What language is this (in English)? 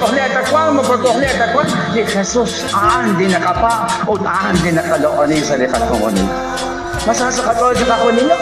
Kekchí